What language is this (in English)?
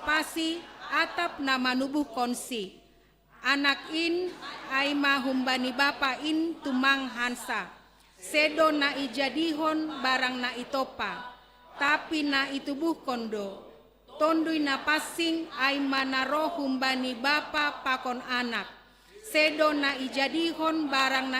Batak Simalungun